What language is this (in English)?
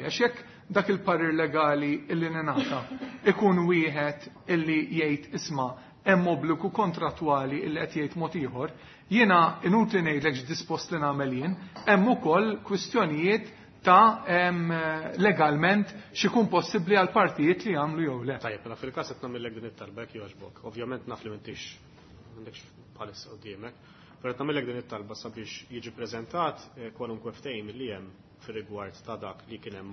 Maltese